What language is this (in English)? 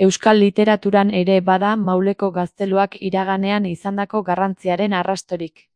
Basque